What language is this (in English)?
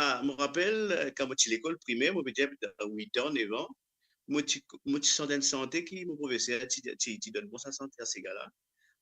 Morisyen